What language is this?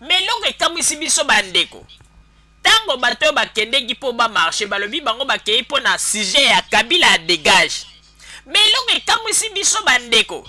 Lingala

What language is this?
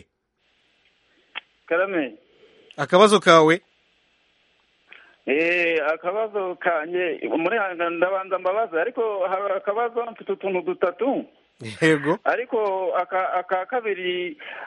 Kinyarwanda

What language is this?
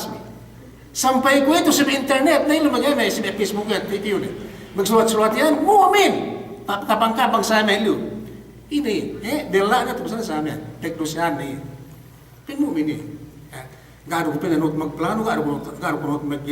Yakan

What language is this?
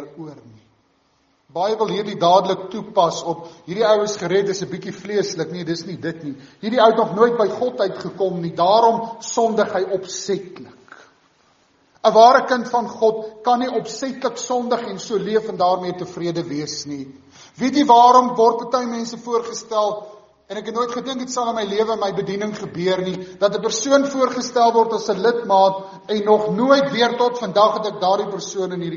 Afrikaans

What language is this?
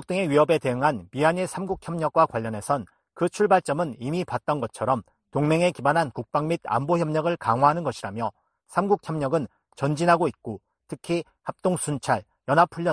Korean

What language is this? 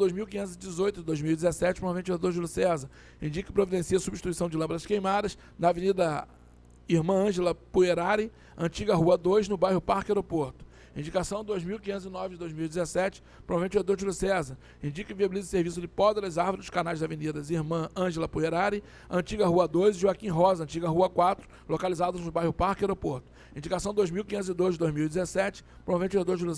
Portuguese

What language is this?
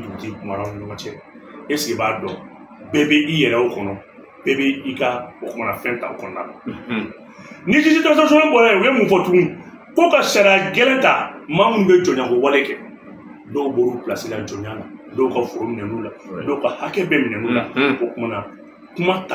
Bambara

